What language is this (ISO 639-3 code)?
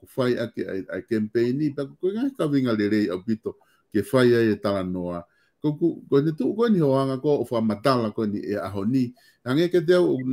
ton